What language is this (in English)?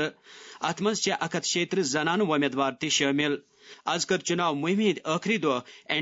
Kashmiri